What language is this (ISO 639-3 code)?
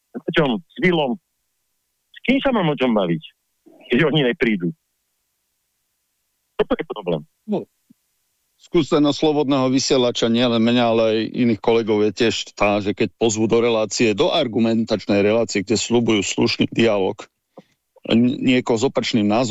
slk